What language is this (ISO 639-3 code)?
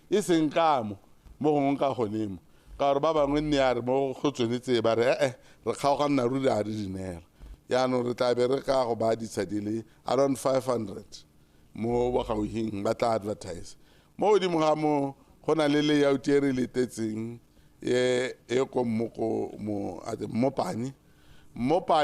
tsn